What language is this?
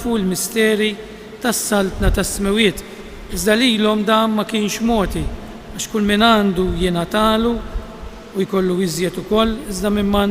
Maltese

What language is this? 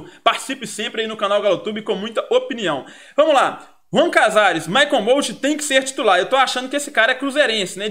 Portuguese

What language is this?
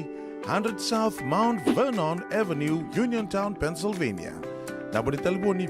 Fijian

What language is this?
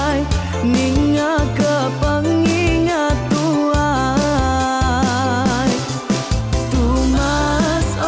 Iban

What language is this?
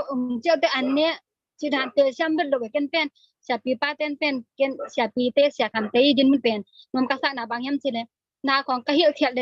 Tedim Chin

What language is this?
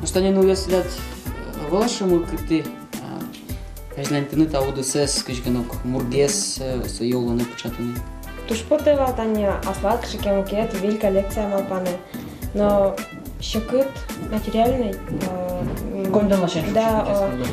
Udmurt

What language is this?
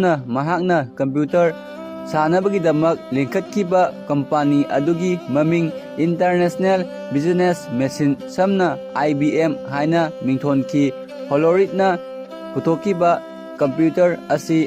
Manipuri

